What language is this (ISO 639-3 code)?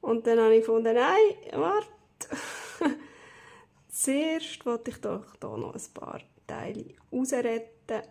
gsw